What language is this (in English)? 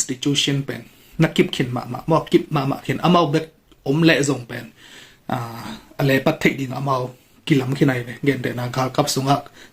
Tedim Chin